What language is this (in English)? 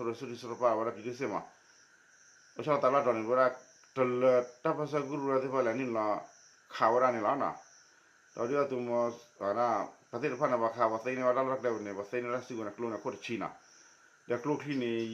S'gaw Karen